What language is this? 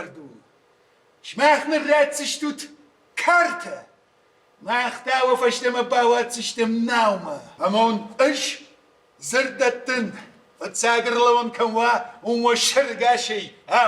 Ossetic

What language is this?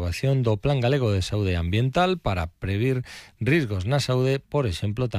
Galician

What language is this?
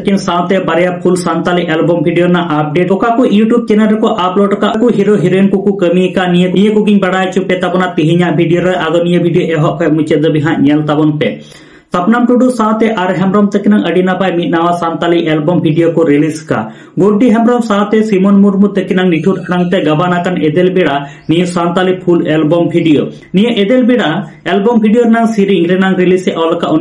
Santali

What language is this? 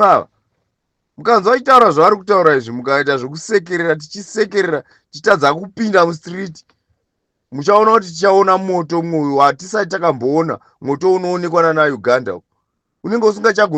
Shona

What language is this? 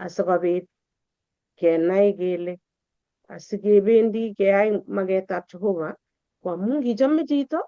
Kalenjin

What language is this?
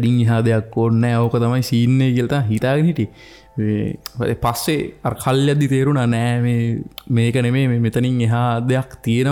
Sinhala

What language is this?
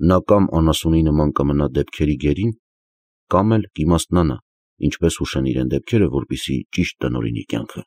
Armenian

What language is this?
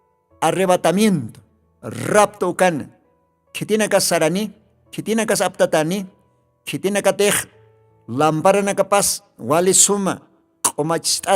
Aymara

